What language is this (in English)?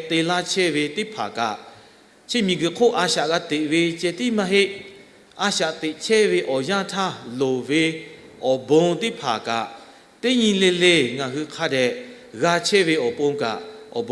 Lahu